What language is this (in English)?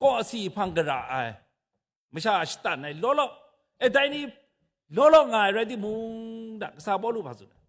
Kachin